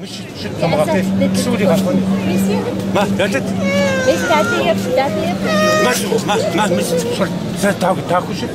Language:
Kabardian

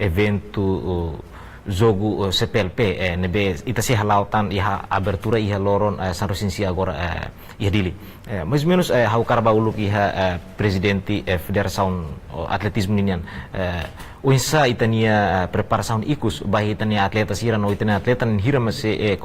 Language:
Tetum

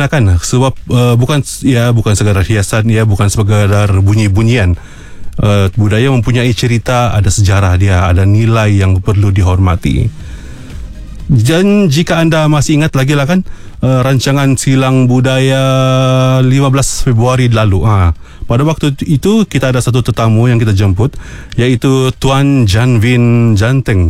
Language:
Malay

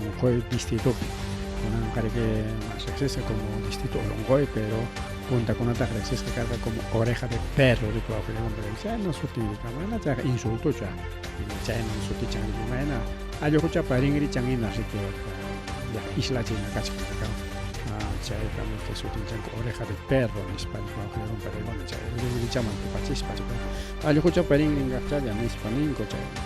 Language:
Ayacucho Quechua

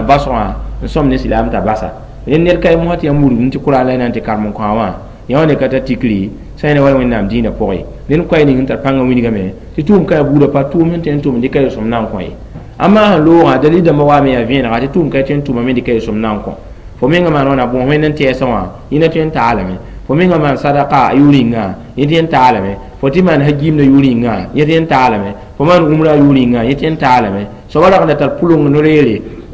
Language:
Mossi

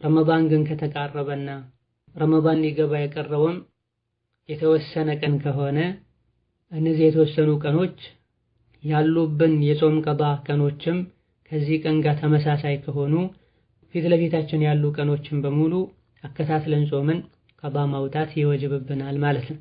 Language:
Amharic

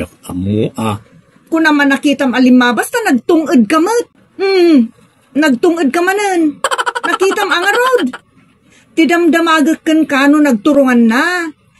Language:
Iloko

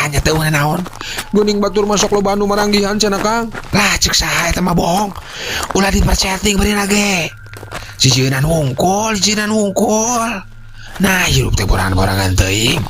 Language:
Sundanese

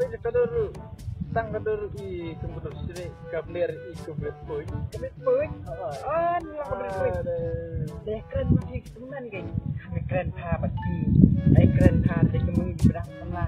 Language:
Khasi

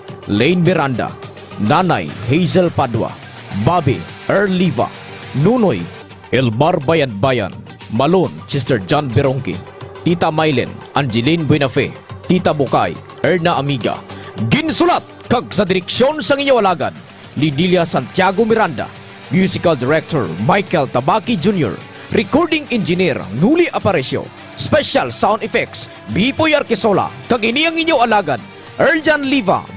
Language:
Hiligaynon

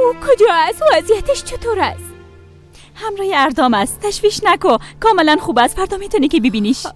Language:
Persian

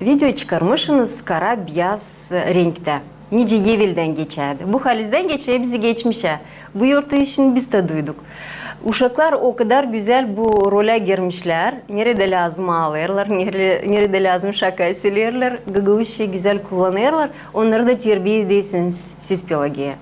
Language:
Gagauz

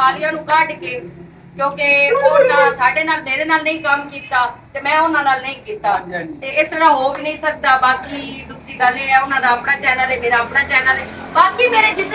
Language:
Western Panjabi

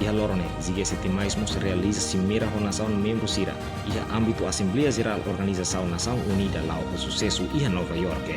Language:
Tetum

